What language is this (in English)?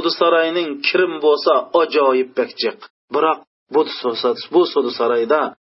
Uyghur